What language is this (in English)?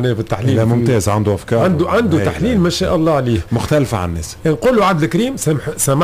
Tunisian Arabic